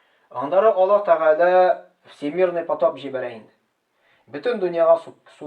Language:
Tatar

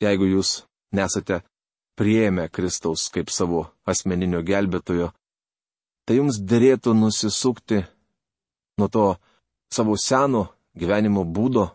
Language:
Lithuanian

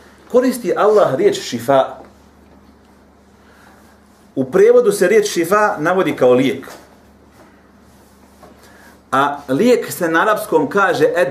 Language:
Bosnian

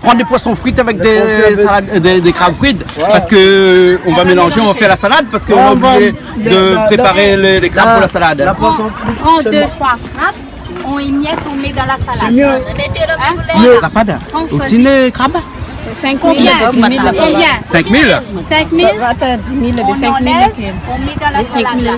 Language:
Réunion Creole French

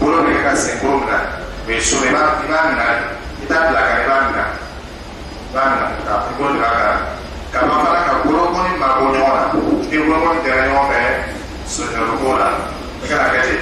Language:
Dyula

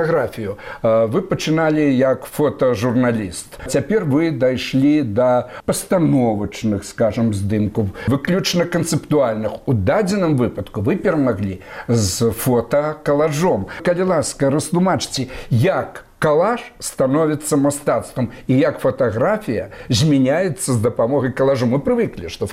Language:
Belarusian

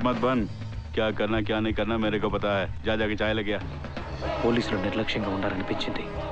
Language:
Telugu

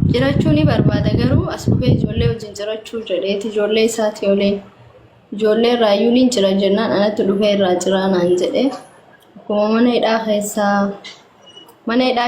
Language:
Oromo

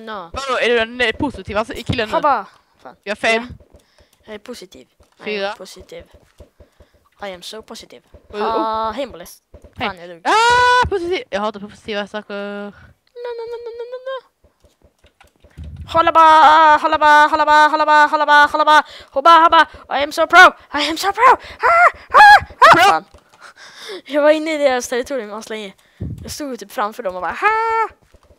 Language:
Swedish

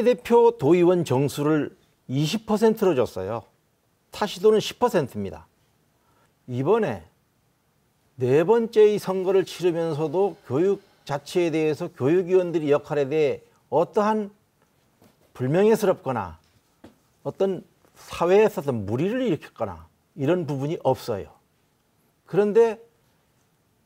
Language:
Korean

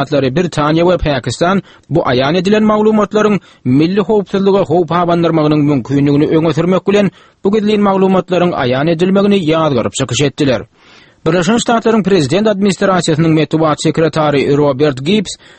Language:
Turkmen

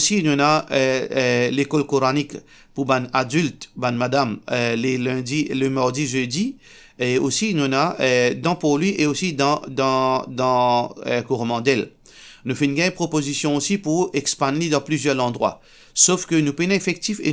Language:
Morisyen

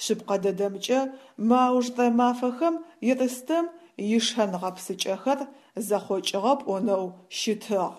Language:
Adyghe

